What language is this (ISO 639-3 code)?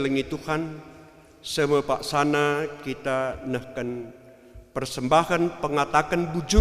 btx